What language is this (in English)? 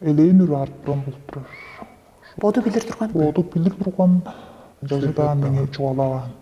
Tuvinian